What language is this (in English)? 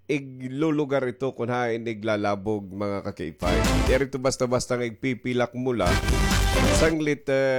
Waray